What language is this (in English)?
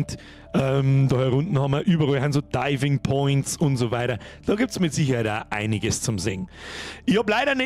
Bavarian